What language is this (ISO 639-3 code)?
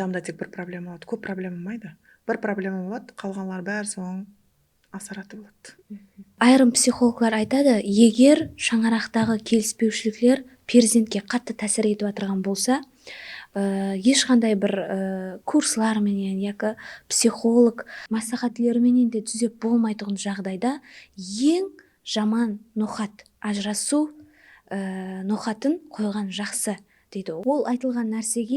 kaa